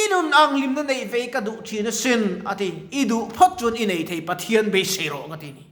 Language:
Mizo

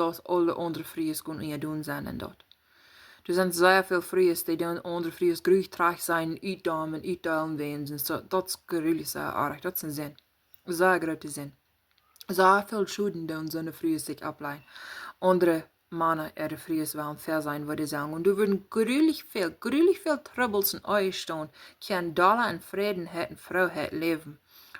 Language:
Plautdietsch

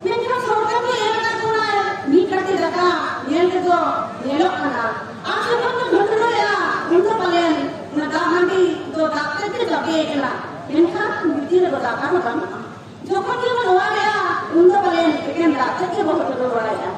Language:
Santali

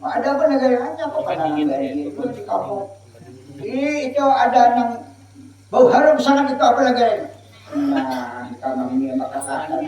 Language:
Banjar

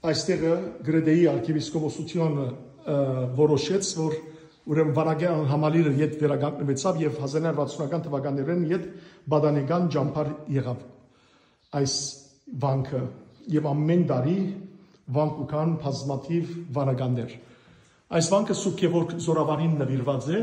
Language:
Western Armenian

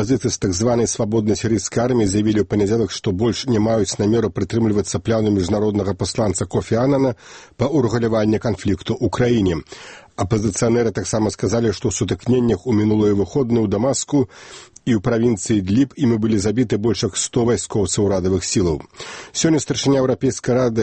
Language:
Belarusian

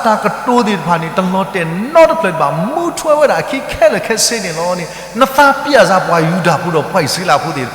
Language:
S'gaw Karen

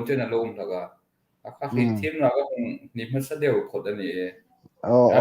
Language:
Hmar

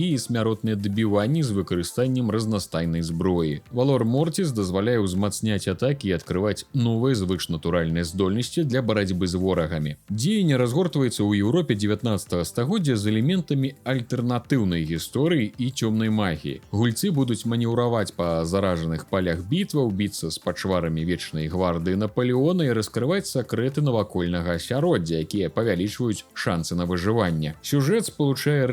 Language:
Belarusian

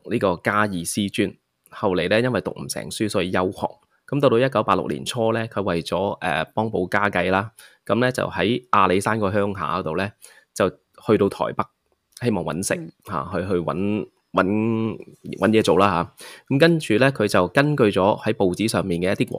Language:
Cantonese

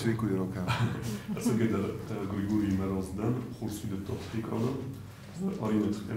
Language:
Ossetic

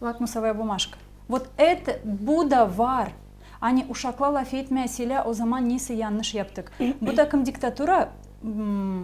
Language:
Gagauz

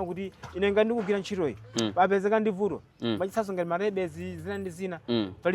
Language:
Nyanja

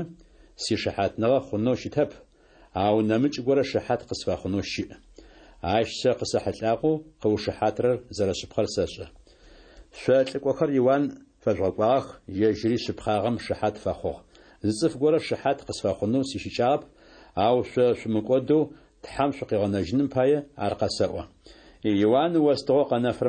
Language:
Adyghe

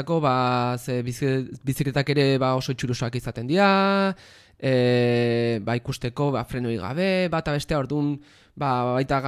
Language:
Basque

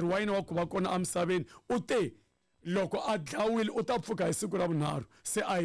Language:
Tsonga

